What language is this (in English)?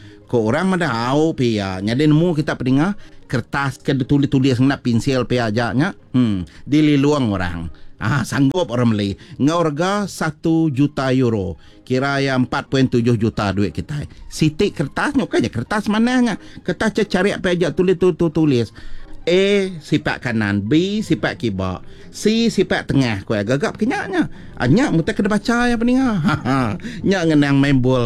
Iban